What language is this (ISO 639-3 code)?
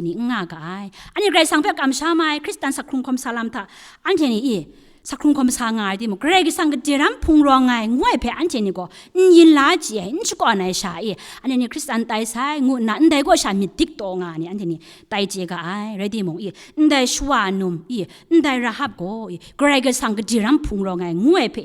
kac